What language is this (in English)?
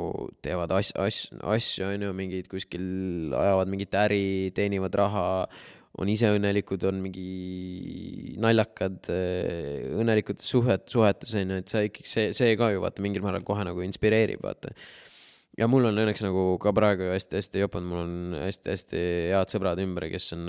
Estonian